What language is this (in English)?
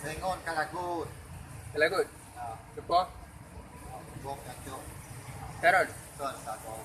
Achinese